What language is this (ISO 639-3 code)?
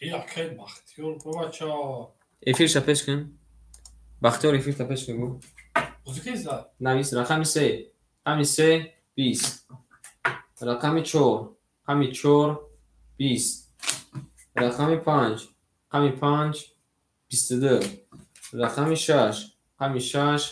tgk